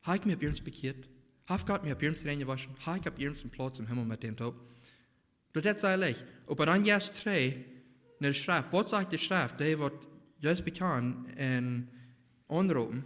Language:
Plautdietsch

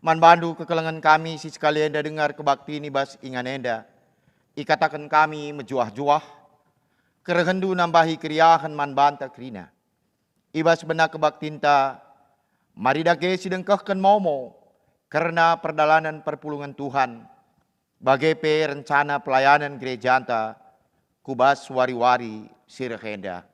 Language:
Batak Karo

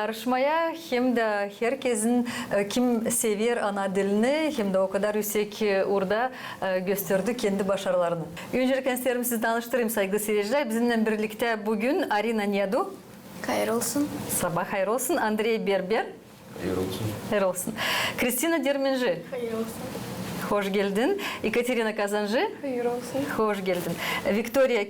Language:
Gagauz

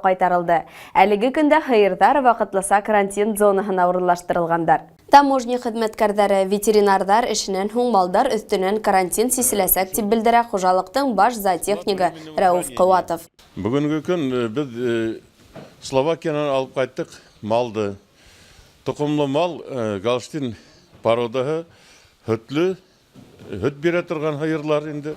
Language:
Bashkir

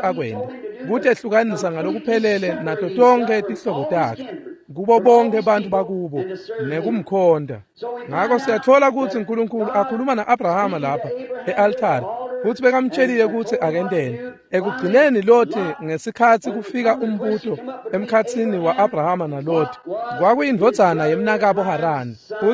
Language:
Swati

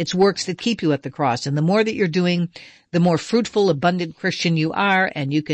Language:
English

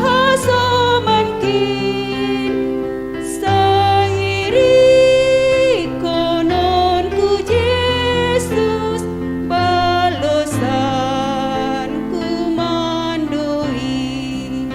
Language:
Batak Simalungun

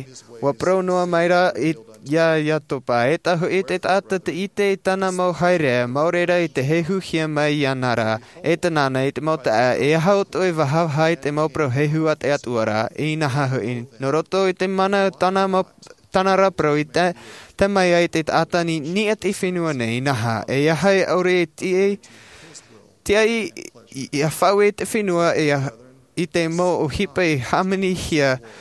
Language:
Tahitian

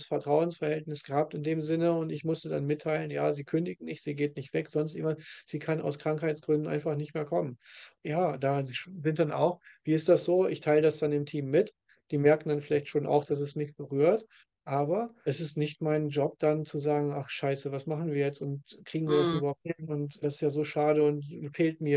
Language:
German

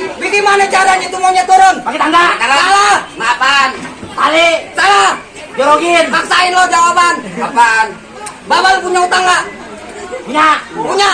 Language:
Betawi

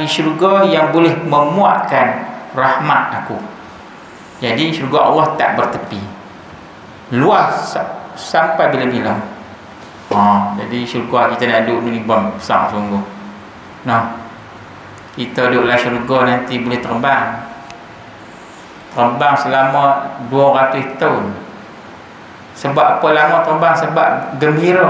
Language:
Malay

